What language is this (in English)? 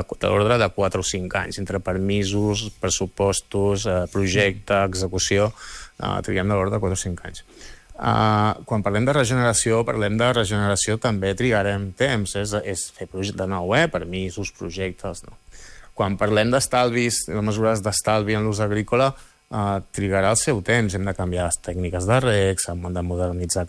Catalan